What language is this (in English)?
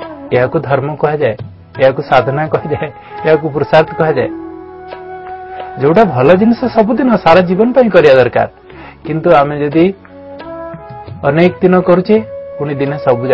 Odia